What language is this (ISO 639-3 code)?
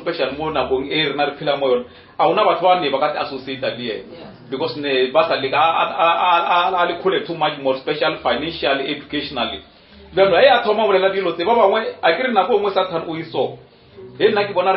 nso